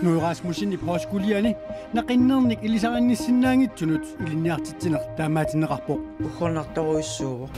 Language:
Kalaallisut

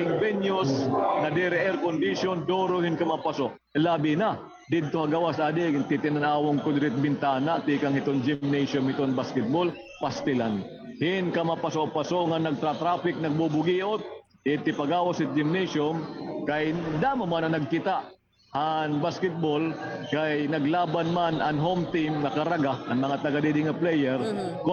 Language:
Waray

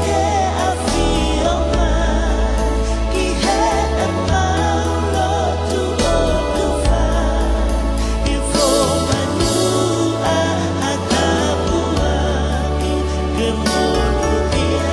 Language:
Tongan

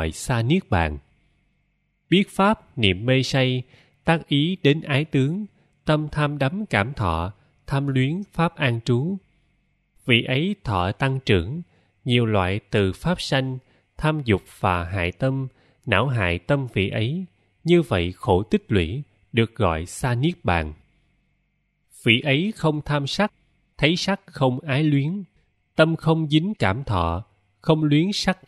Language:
Vietnamese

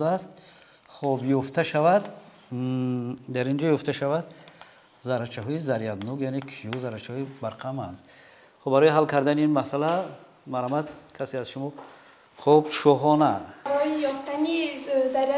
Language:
Tajik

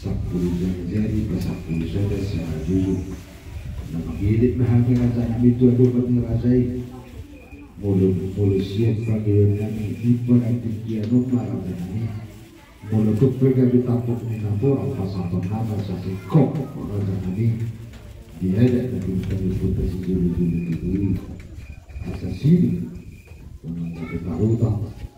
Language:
Batak Toba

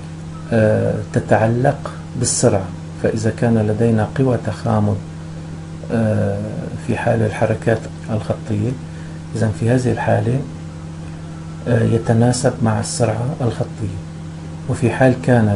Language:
Arabic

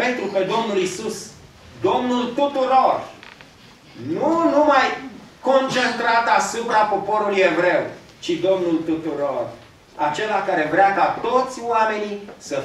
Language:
Romanian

